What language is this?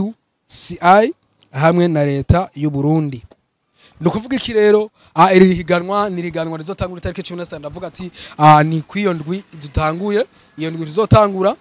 Rundi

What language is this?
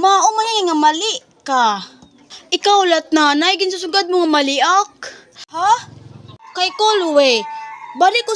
Waray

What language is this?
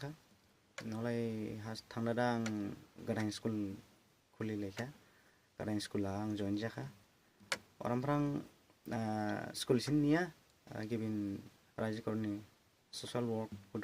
Dimasa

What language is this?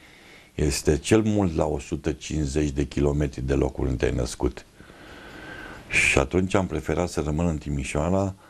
Romanian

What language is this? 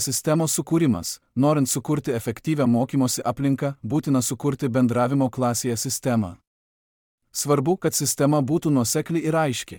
Lithuanian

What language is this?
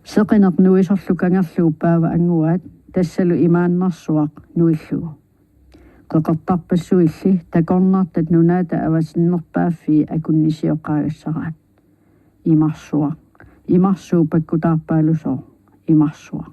Kalaallisut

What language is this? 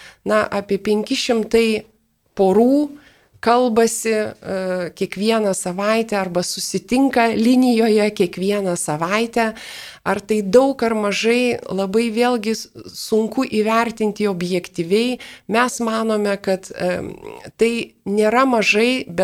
Lithuanian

